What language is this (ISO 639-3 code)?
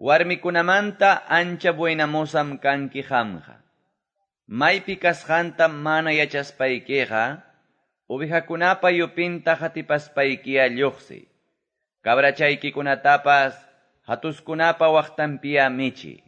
que